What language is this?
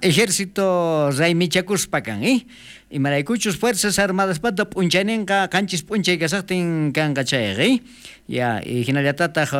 South Bolivian Quechua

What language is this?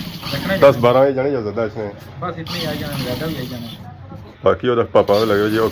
Pahari-Potwari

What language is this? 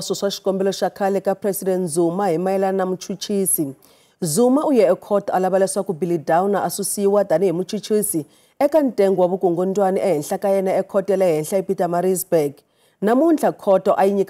Tsonga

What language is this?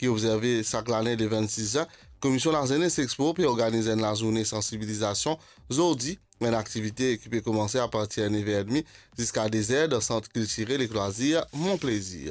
Morisyen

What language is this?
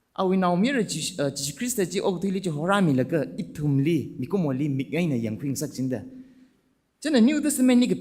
Tangkhul Naga (India)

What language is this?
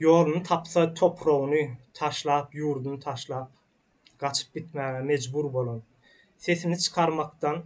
Turkmen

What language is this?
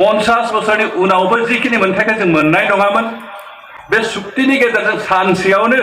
Bodo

